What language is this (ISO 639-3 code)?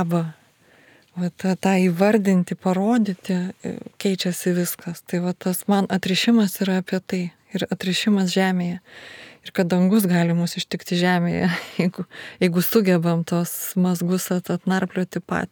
lit